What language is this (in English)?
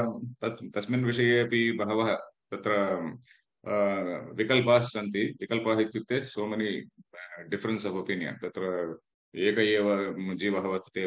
Sanskrit